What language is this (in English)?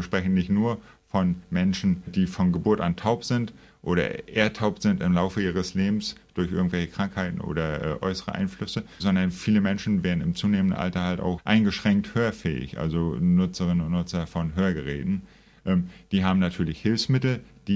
German